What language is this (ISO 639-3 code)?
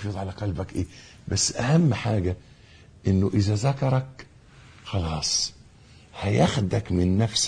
arz